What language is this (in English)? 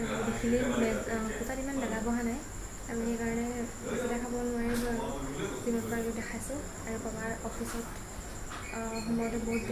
Assamese